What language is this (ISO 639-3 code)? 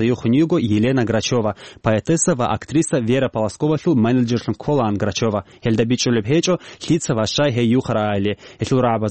ava